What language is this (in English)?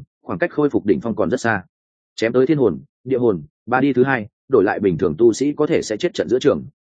Vietnamese